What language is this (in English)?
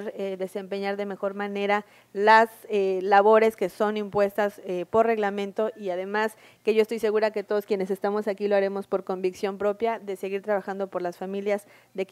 Spanish